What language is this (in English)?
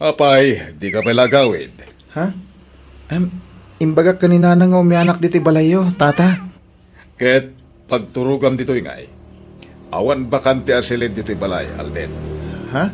Iloko